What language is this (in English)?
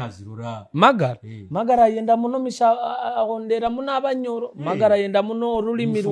Nyoro